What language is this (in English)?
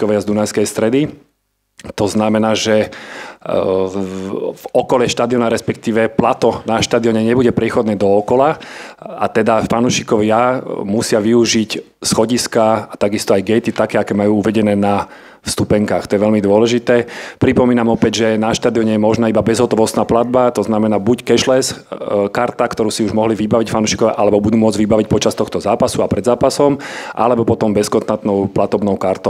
Slovak